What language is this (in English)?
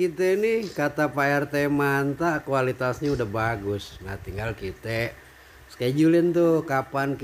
Betawi